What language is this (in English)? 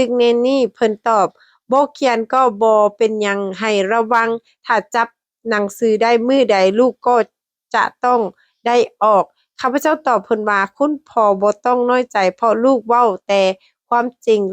Lao